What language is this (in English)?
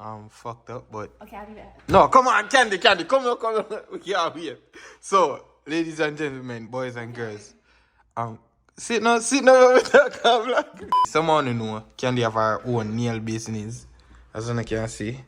Jamaican Creole English